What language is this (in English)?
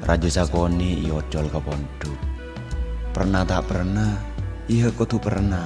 Madurese